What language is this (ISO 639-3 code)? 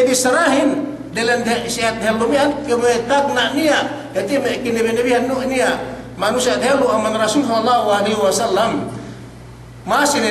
yka